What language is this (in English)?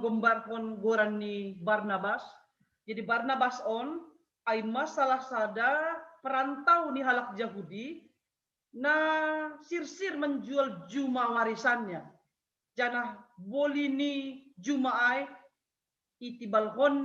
Batak Simalungun